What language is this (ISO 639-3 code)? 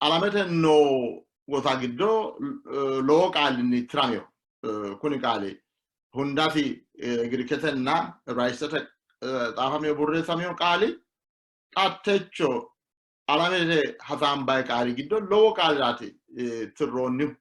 sid